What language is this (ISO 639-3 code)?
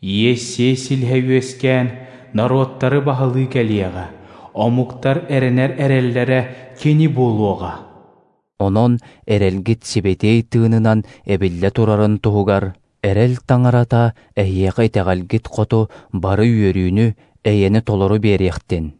sah